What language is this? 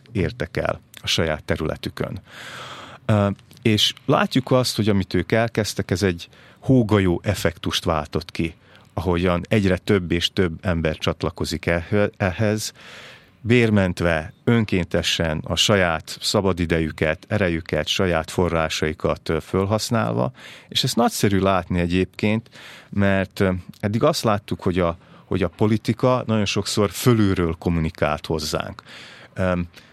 Hungarian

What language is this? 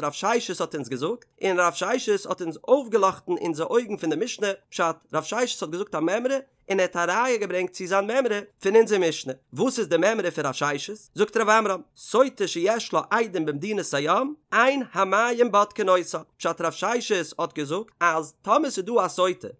Yiddish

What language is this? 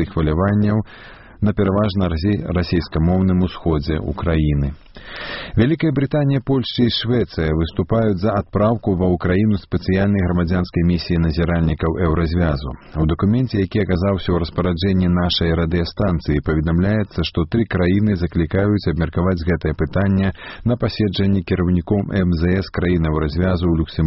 Belarusian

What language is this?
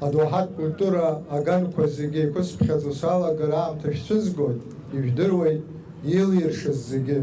Abkhazian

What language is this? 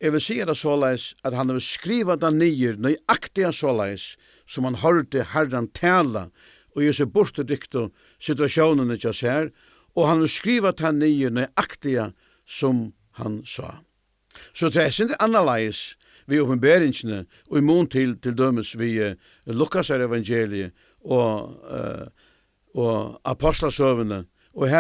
Faroese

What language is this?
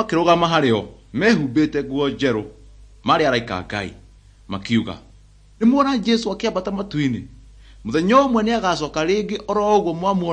Kikuyu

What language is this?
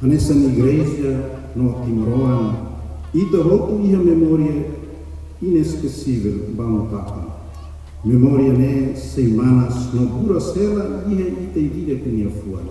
Tetum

